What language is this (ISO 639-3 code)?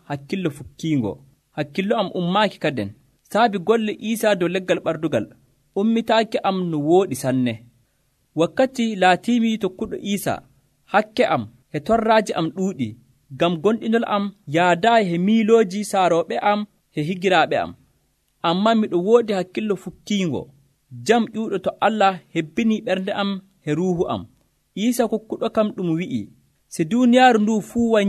fuv